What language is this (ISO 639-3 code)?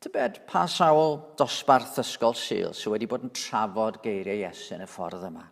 cym